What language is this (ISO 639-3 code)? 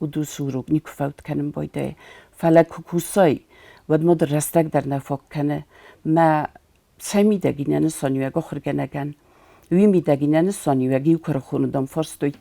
oss